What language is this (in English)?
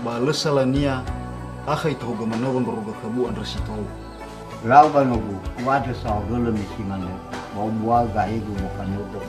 Nias